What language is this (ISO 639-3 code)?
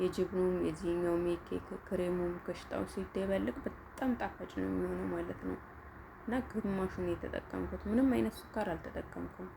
amh